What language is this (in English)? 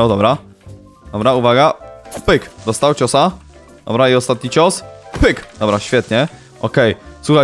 Polish